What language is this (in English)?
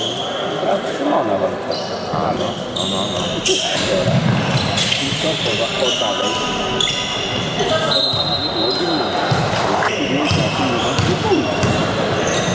Polish